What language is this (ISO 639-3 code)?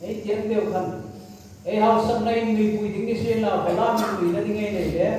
hmr